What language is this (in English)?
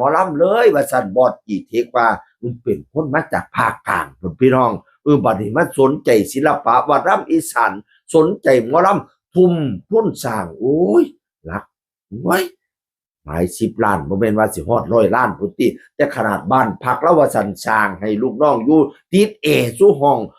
Northeastern Thai